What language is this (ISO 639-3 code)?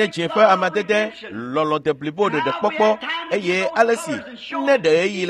ewe